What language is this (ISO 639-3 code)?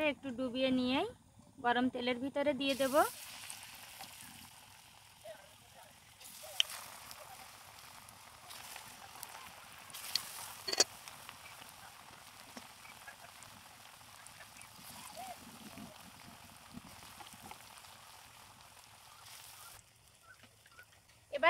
ben